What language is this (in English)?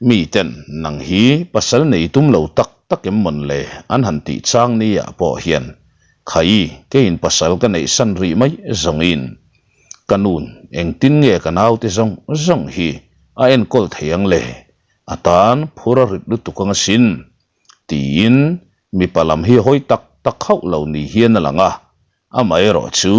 Mizo